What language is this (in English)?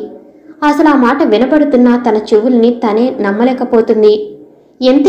Telugu